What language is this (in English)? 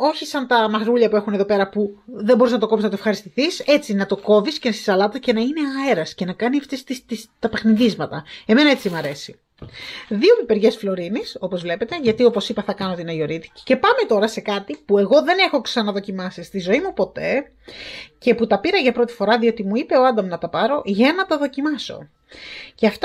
Greek